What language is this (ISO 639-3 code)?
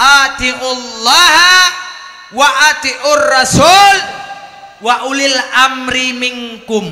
ace